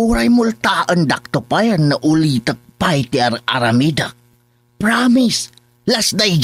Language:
Iloko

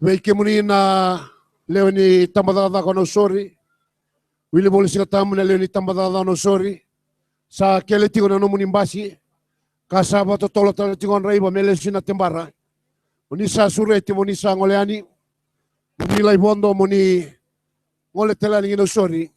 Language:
Fijian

